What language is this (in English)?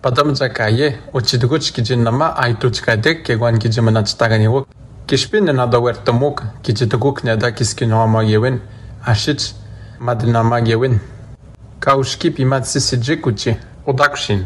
Atikamekw